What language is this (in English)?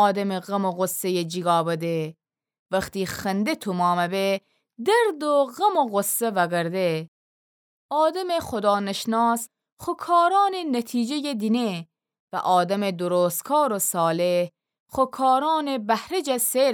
Gilaki